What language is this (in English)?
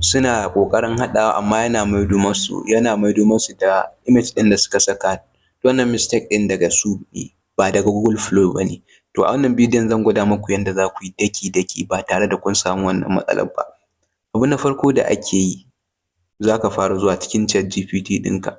Hausa